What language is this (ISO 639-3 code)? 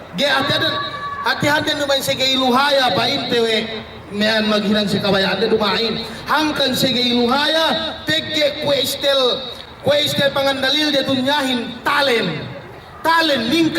yka